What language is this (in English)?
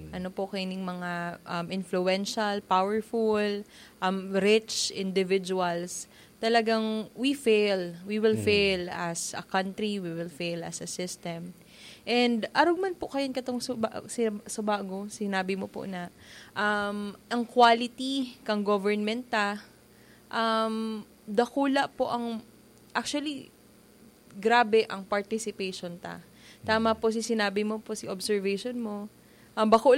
Bikol